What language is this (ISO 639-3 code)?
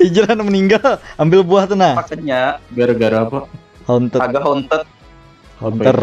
bjn